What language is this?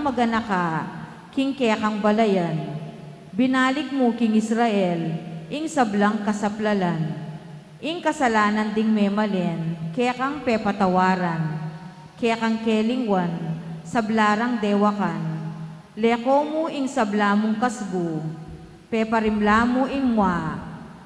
Pampanga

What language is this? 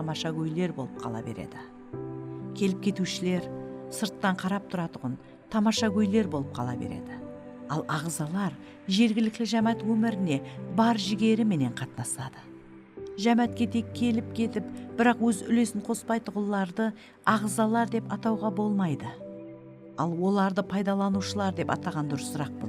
Kara-Kalpak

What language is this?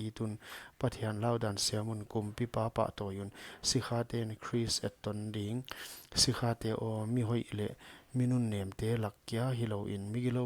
Paite Chin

